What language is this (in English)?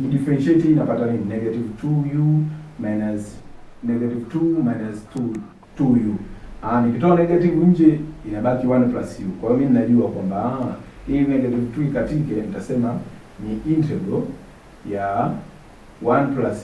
Swahili